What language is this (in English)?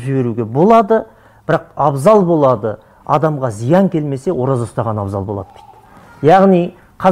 Kazakh